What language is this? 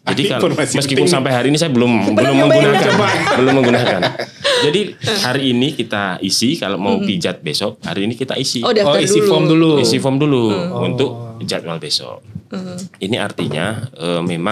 Indonesian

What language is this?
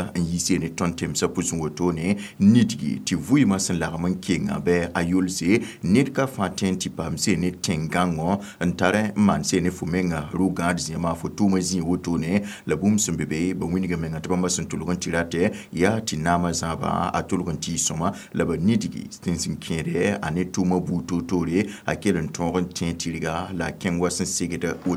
Mossi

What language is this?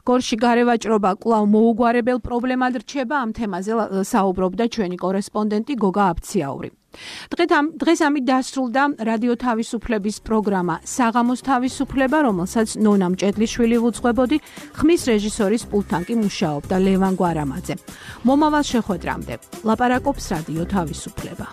Georgian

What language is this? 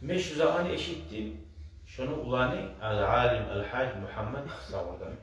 Kumyk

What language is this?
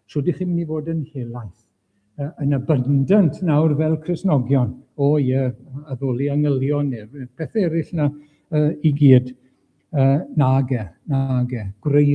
Welsh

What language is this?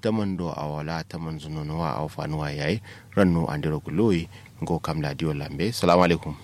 Kanuri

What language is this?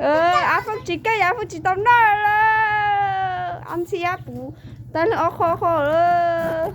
Hmong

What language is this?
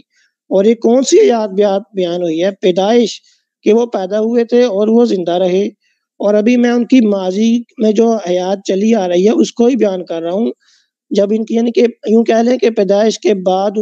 Urdu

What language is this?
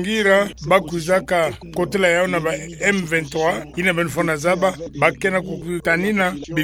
Kituba (Democratic Republic of Congo)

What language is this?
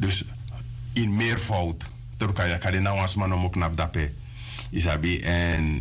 Sranan Tongo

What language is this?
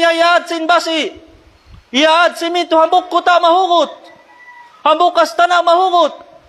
Tausug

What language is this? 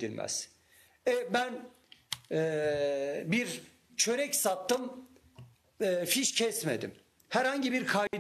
Turkish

